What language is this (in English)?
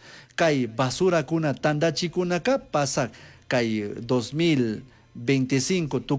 Chimborazo Highland Quichua